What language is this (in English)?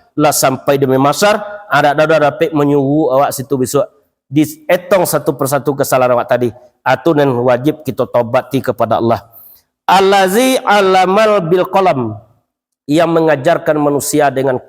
Minangkabau